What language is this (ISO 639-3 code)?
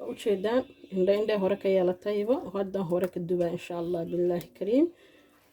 som